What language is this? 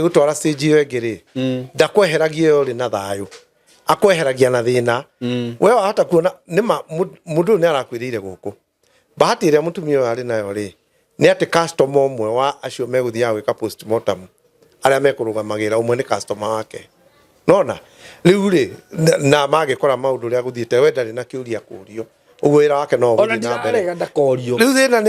Kikuyu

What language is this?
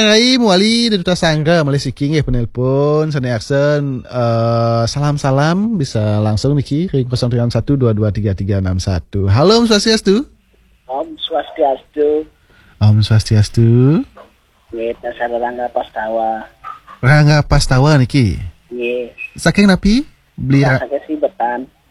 Balinese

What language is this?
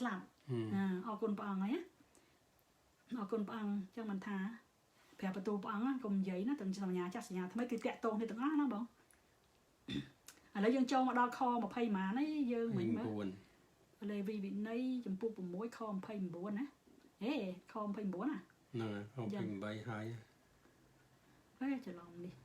Khmer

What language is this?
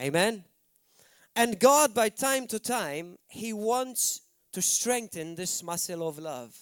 English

